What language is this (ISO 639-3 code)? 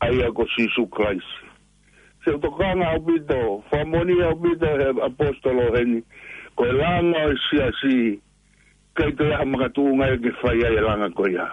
ton